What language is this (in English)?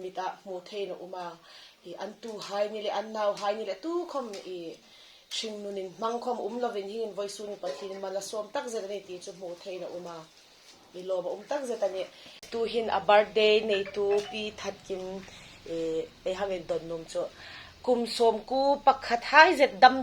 Hmar